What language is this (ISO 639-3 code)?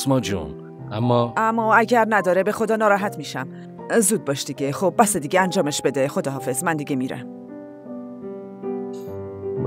fas